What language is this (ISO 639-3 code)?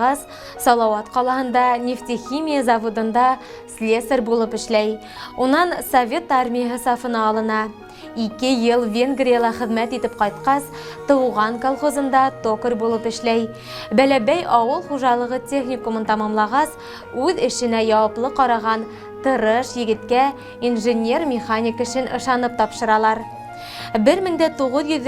bak